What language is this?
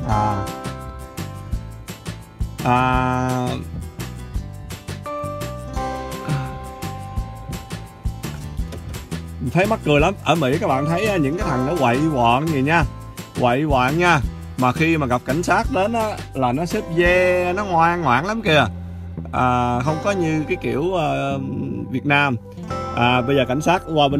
Vietnamese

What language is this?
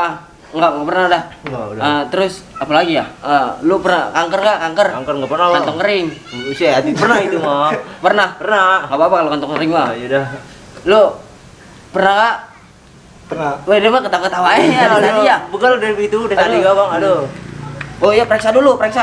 Betawi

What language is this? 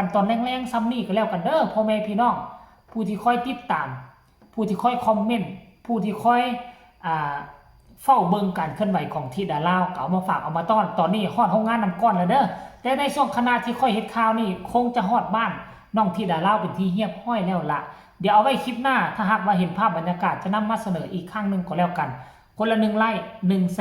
Northeastern Thai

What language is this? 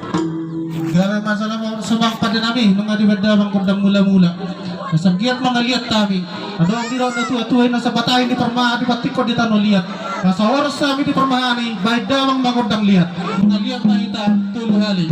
Batak Toba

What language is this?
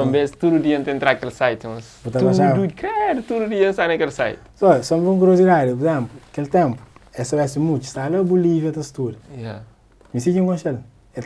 Kabuverdianu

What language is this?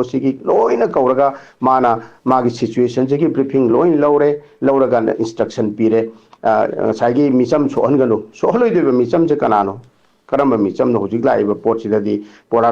Manipuri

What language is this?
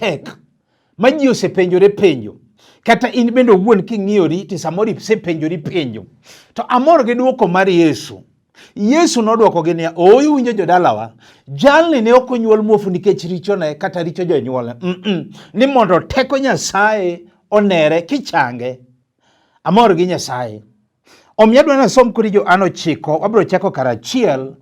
Luo (Kenya and Tanzania)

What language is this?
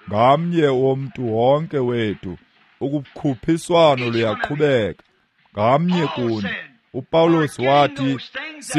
Xhosa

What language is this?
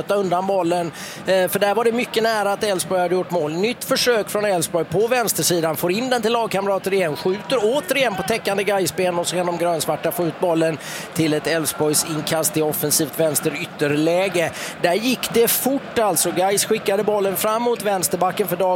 Swedish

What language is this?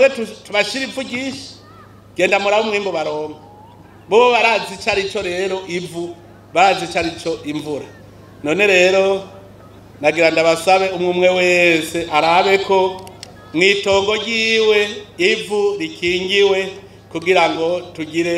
Rundi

